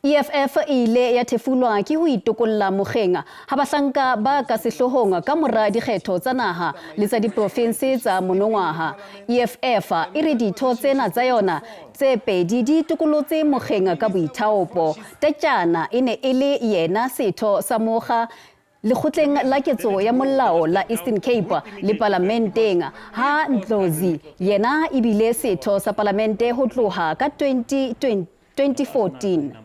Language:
Southern Sotho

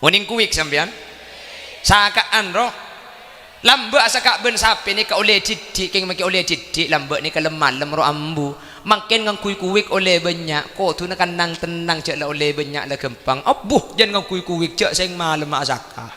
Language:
Madurese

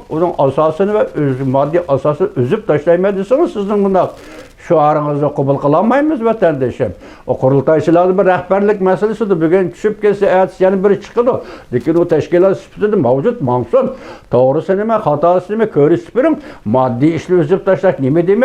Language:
Uyghur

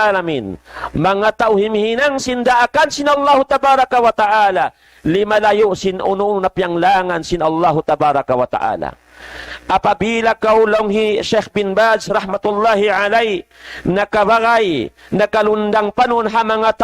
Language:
Tausug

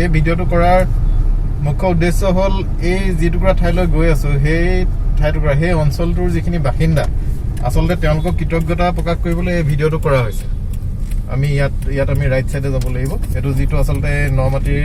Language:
Assamese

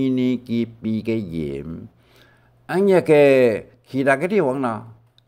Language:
Hakka Chinese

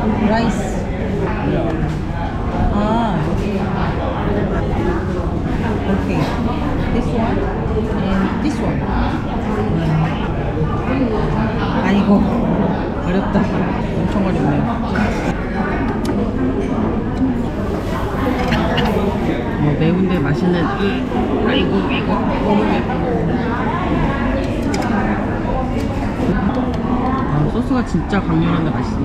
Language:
Korean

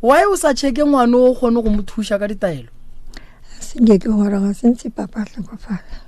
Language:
Northern Sotho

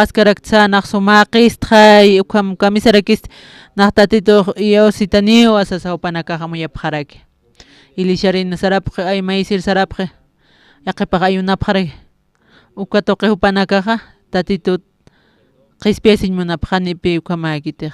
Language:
Aymara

